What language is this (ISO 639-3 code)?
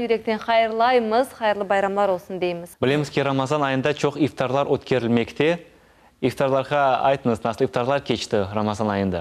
crh